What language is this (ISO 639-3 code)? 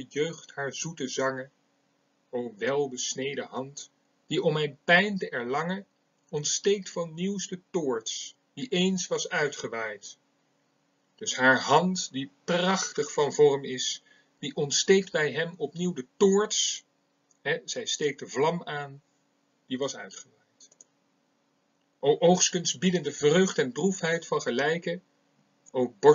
nld